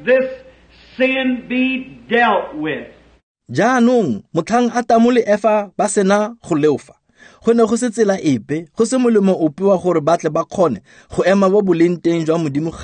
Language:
Tswana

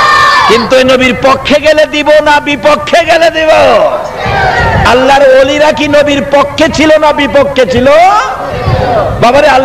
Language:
Bangla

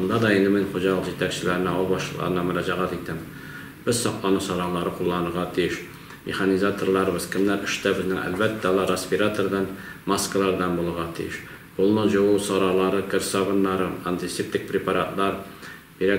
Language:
Tatar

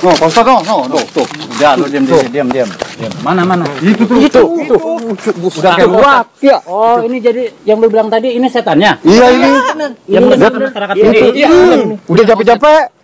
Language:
Betawi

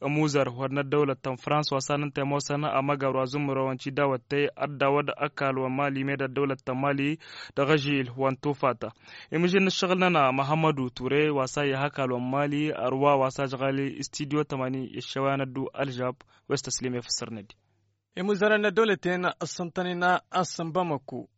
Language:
Tamasheq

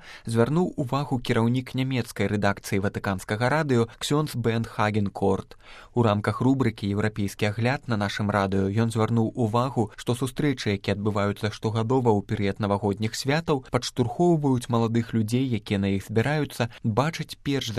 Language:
Belarusian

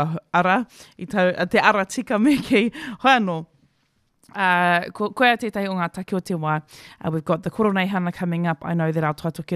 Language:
Māori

